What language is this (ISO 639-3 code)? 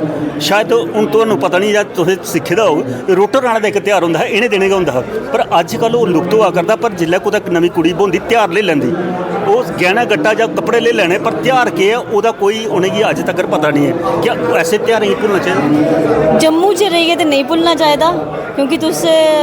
doi